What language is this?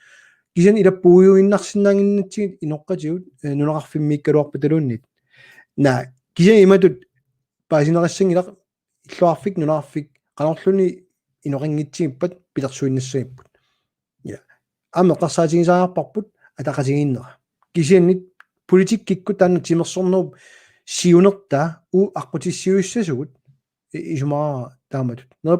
Kalaallisut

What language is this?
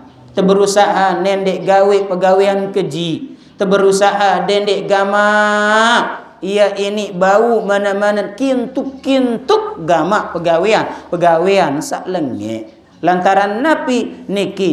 Sasak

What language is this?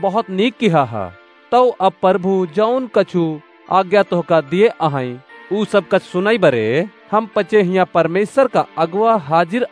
Awadhi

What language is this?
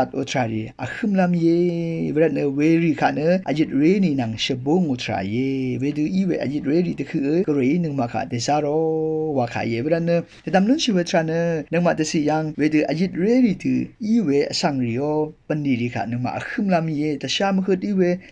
Rawang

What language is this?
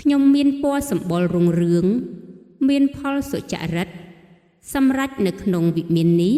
Khmer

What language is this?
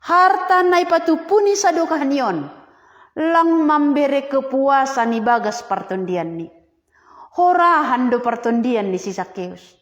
Batak Simalungun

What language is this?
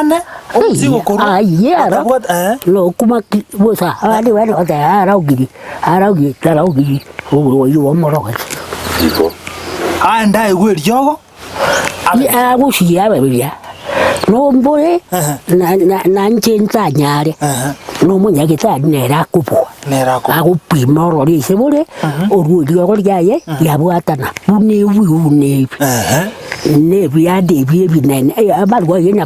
Gusii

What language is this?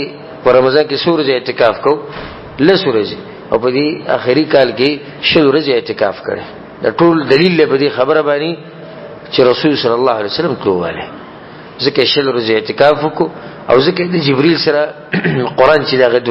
Pashto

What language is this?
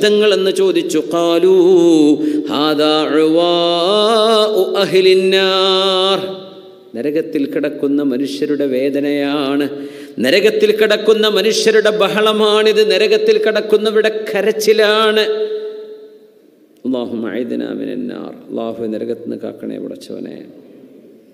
Malayalam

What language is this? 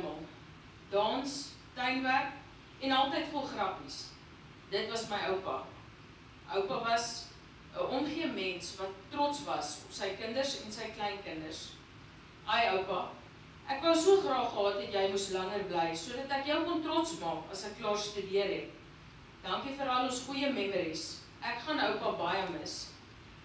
Afrikaans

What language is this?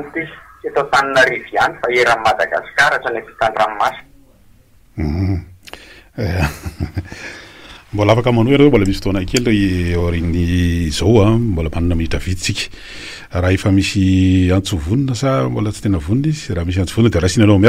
Malagasy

